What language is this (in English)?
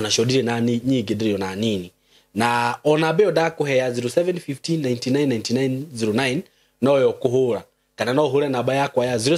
Kikuyu